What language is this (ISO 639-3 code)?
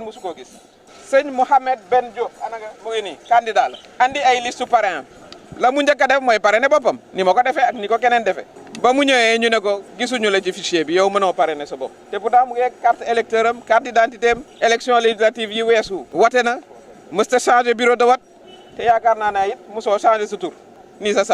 wol